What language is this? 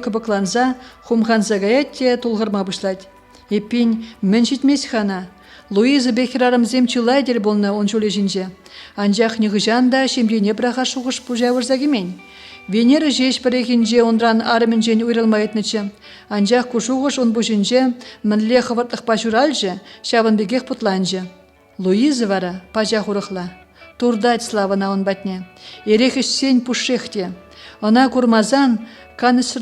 Chuvash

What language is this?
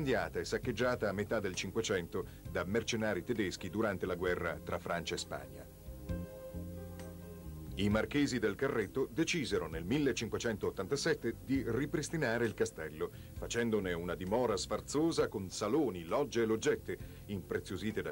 Italian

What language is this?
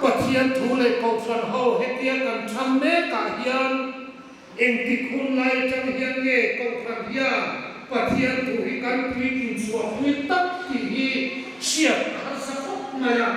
Hmar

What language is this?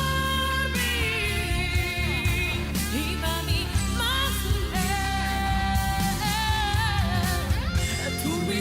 Papiamento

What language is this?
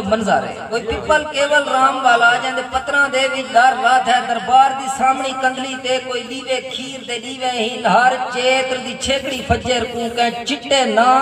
Saraiki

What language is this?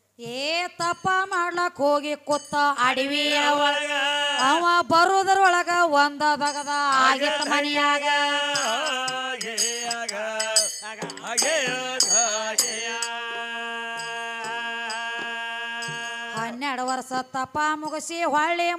Kannada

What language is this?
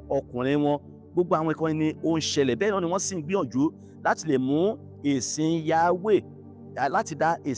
Yoruba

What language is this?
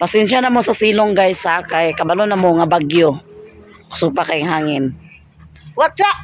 Cebuano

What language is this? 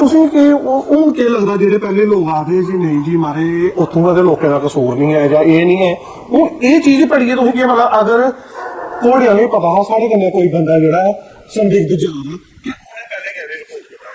Dogri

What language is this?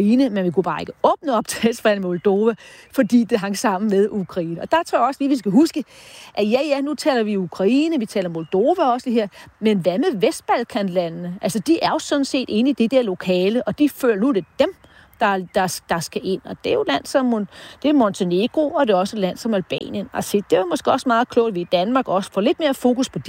Danish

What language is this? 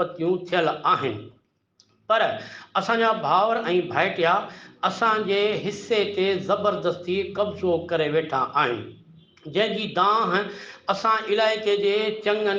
Sindhi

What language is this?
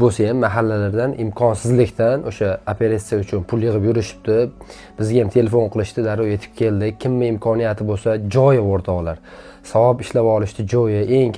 Uzbek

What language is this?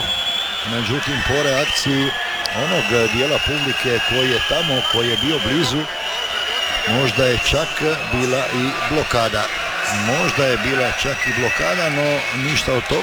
Croatian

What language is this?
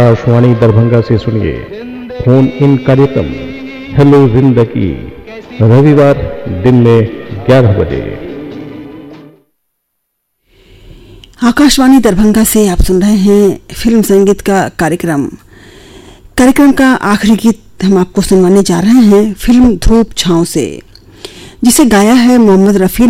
Hindi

